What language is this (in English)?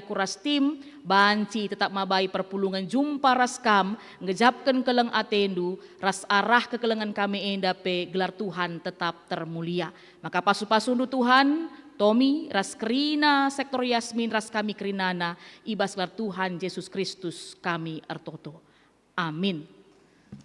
Batak Karo